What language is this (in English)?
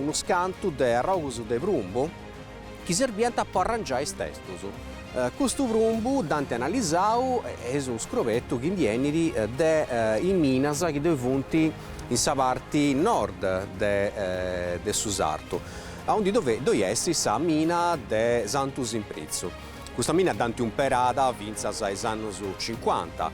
Sardinian